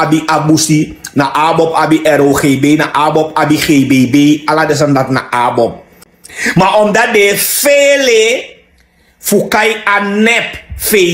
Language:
Sranan Tongo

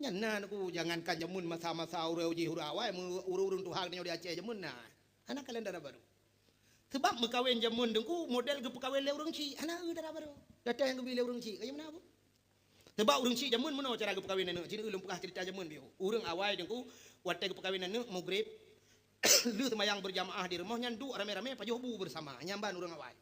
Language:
Achinese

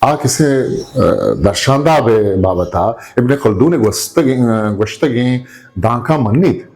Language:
Eastern Balochi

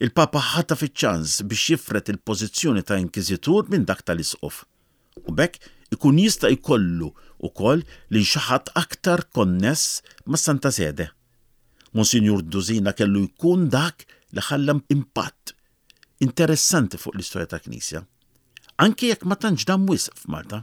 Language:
Maltese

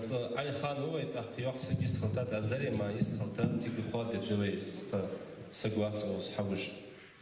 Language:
Ingush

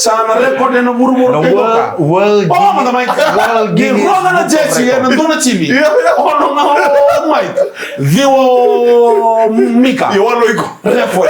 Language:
Fijian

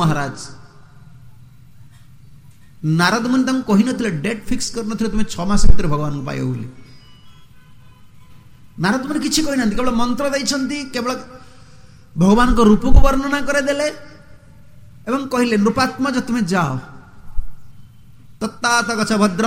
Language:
Odia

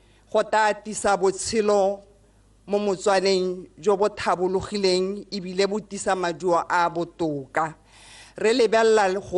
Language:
Tswana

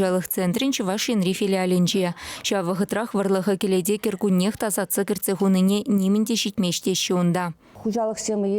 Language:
Chuvash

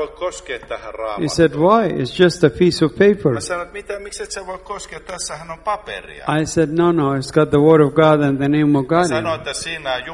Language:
Finnish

